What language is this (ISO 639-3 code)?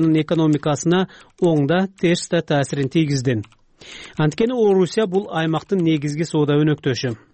kir